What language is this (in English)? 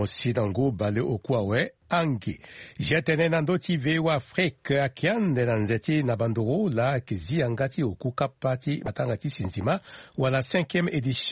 Sango